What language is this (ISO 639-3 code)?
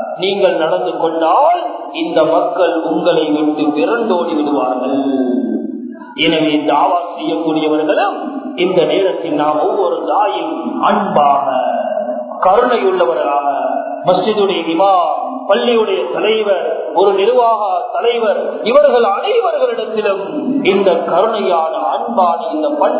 tam